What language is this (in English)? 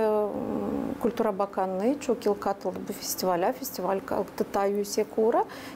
Gagauz